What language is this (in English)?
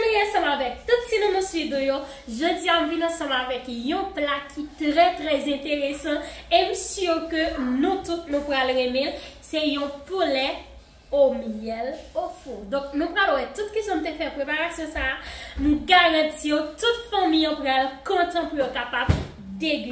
Haitian Creole